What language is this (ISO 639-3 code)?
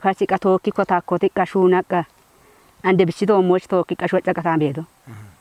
kbr